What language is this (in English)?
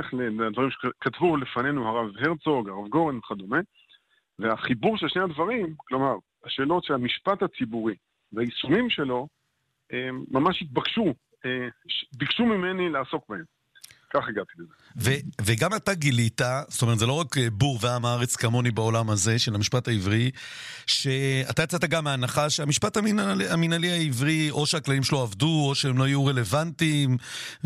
Hebrew